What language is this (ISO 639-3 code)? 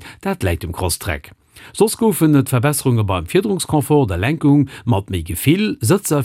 ltz